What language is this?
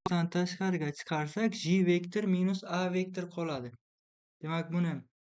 Uzbek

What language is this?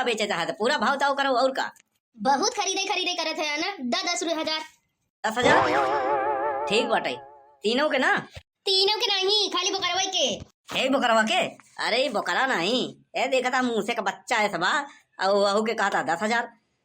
Awadhi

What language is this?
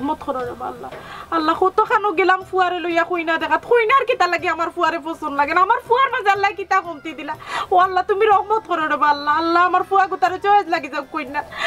Sylheti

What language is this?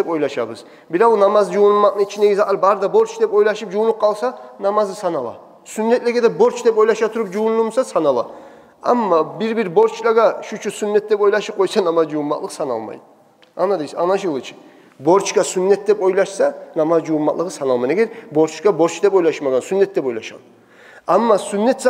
Kumyk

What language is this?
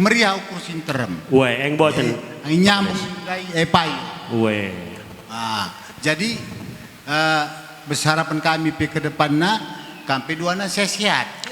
Batak Karo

